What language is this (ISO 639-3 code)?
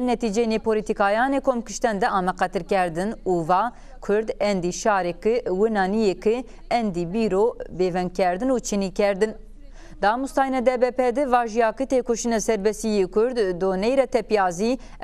zza